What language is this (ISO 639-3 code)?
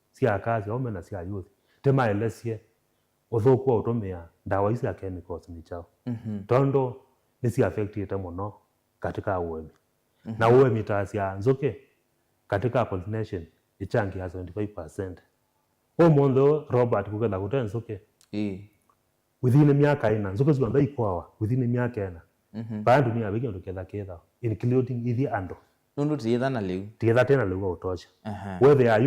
kam